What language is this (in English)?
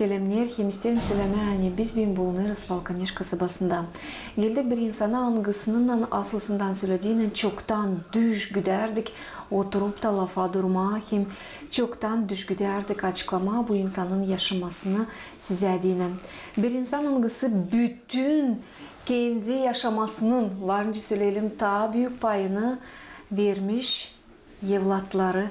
Gagauz